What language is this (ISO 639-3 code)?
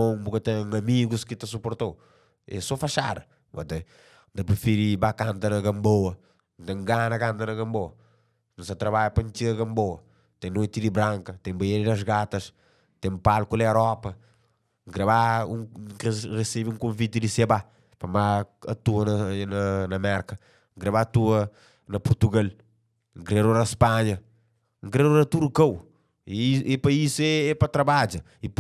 kea